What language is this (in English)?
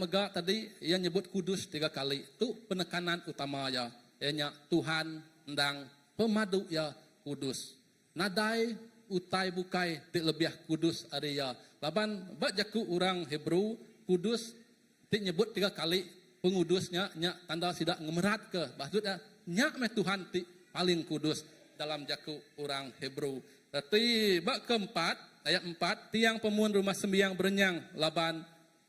Iban